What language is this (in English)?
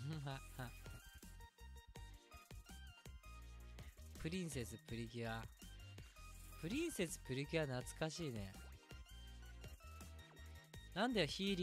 Japanese